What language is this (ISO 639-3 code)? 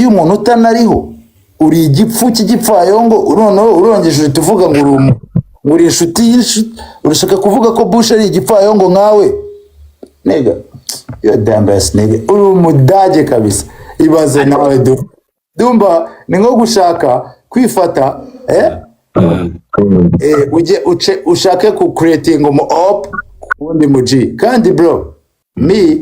kin